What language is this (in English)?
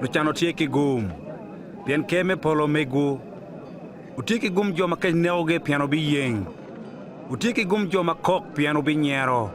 Acoli